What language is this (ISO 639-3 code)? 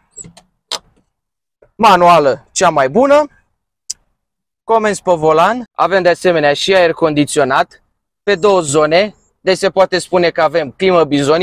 ron